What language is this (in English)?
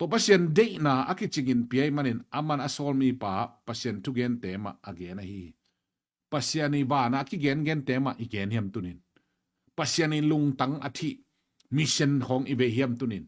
Tedim Chin